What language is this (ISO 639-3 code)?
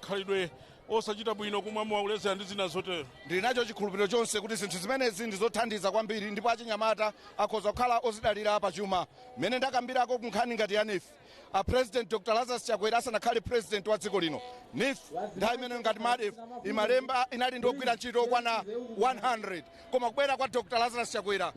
nya